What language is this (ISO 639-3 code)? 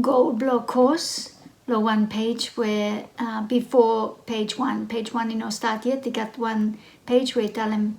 bis